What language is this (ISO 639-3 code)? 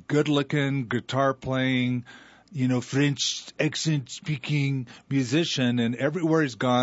eng